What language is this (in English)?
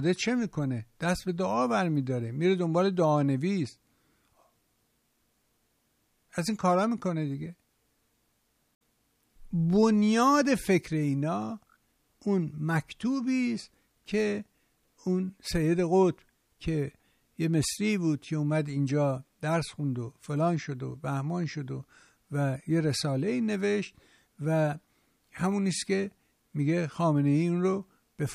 Persian